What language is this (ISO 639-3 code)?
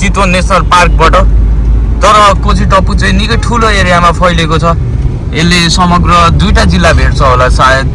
nep